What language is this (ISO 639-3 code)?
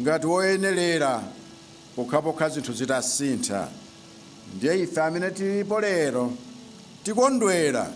nya